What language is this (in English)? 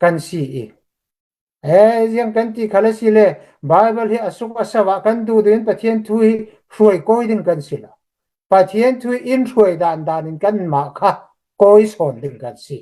Hakha Chin